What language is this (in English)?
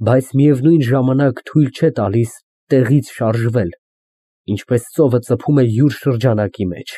Armenian